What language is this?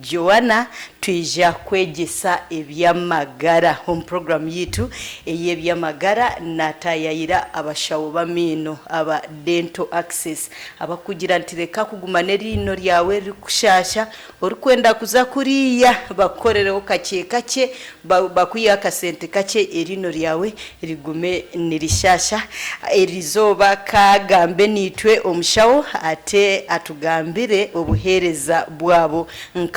Nyankole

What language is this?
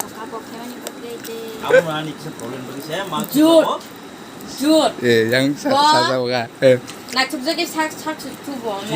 Kok Borok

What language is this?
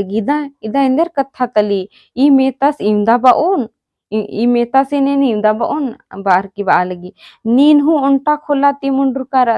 Kurukh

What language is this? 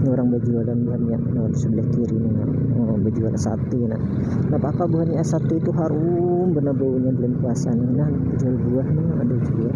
Banjar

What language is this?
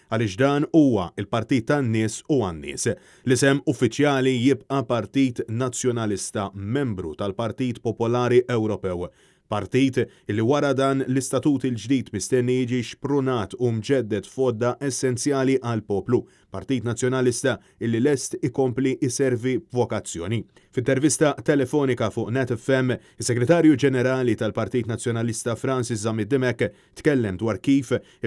Maltese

